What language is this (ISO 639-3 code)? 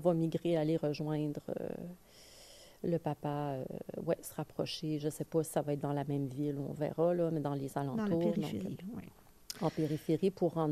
fra